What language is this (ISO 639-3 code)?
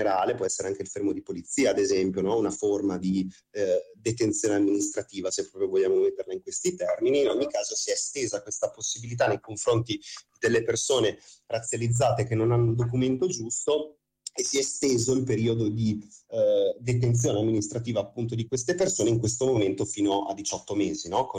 ita